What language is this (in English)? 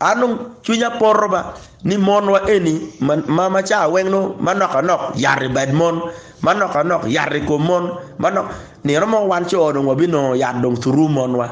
Acoli